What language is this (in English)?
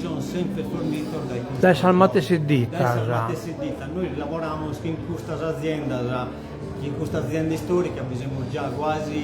Sardinian